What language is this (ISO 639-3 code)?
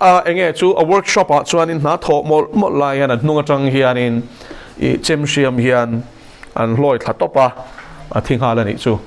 lus